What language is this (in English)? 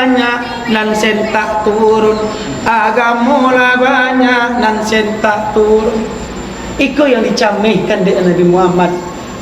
Minangkabau